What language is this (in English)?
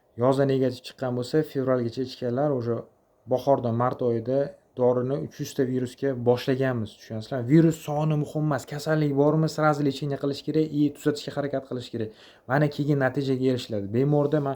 Uzbek